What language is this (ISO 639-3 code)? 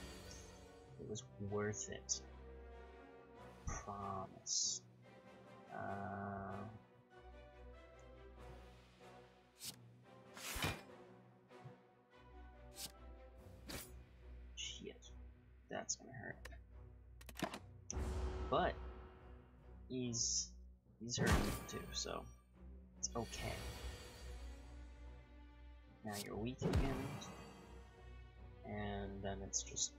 eng